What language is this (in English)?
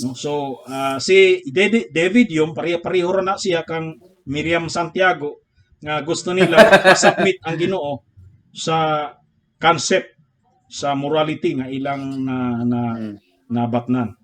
Cebuano